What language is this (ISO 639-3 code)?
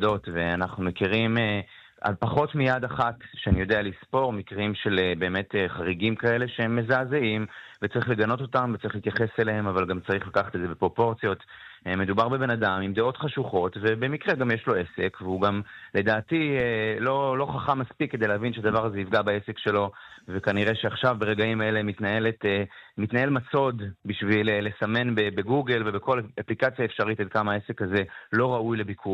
heb